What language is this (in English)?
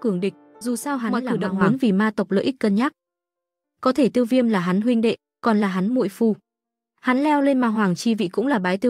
Vietnamese